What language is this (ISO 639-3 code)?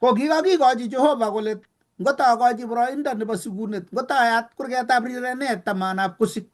kln